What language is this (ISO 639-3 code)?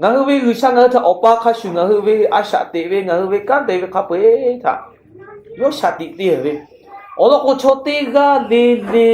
lhu